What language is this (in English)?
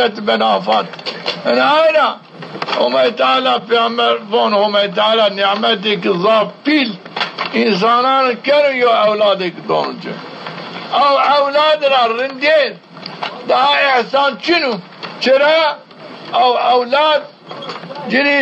Zaza